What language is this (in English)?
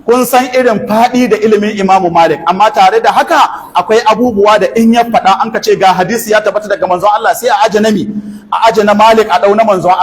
Hausa